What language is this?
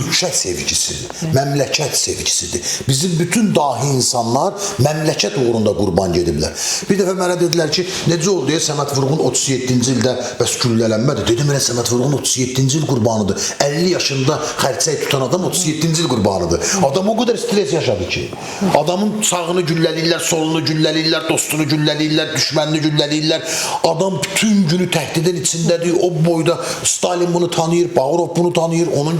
Azerbaijani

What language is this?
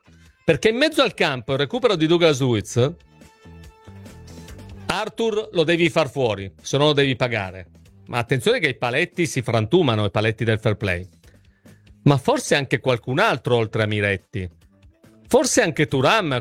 Italian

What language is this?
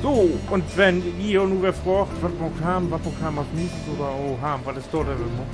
Low German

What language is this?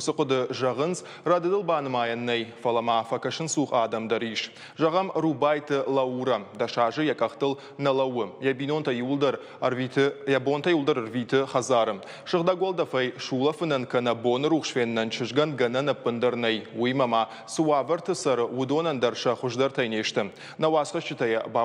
Ossetic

